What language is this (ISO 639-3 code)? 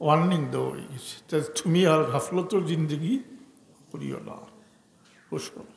syl